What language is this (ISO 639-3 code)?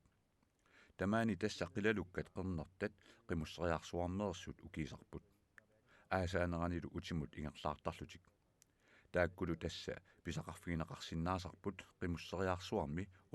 kal